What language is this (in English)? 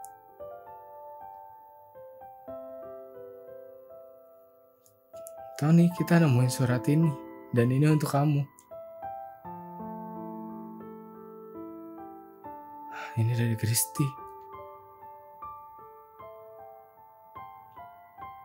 Indonesian